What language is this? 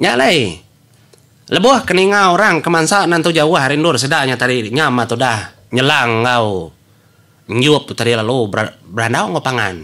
Iban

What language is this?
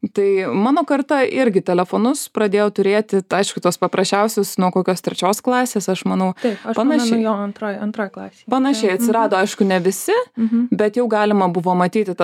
Lithuanian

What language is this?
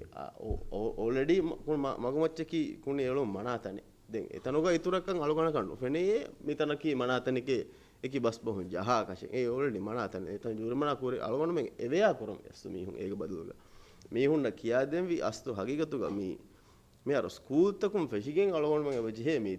Divehi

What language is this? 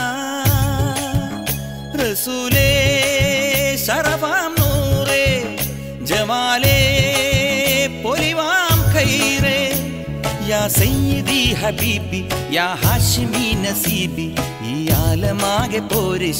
Malayalam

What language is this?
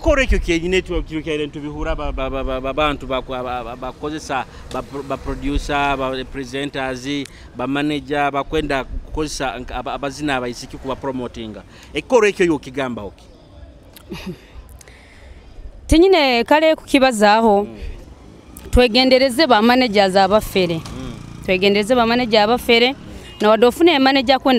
Nyoro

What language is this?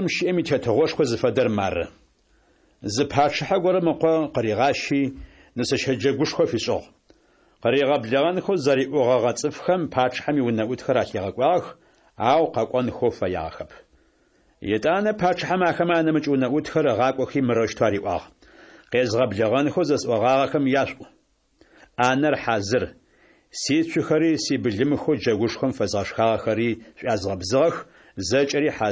Adyghe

